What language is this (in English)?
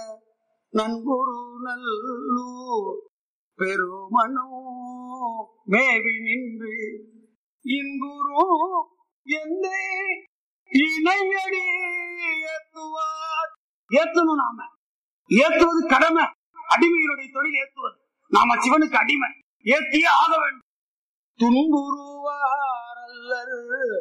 Tamil